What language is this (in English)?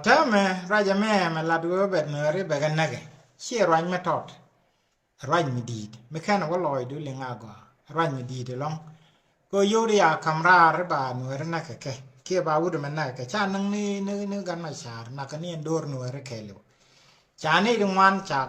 Nuer